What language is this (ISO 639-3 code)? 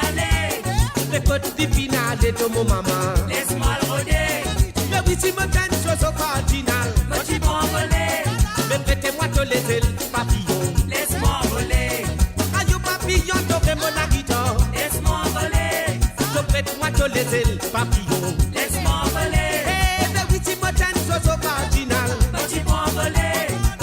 mfe